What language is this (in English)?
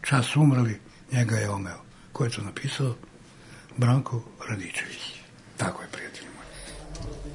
Serbian